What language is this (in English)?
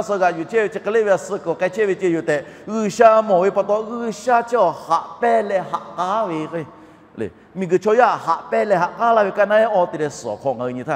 Lahu